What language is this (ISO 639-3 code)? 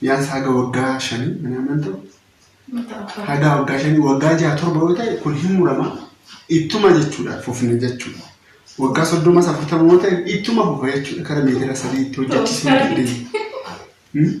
orm